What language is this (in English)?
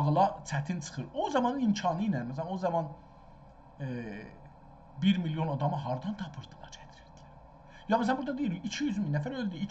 South Azerbaijani